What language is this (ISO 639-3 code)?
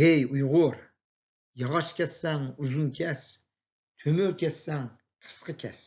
uig